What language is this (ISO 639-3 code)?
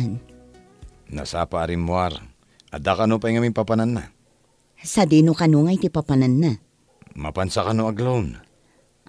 ilo